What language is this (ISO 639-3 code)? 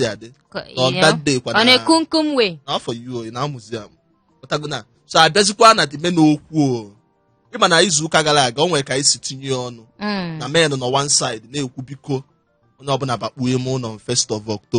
ibo